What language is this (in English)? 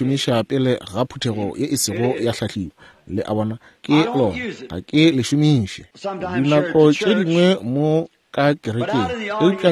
Northern Sotho